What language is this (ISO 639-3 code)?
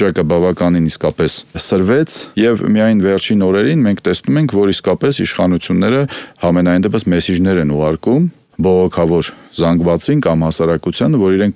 hye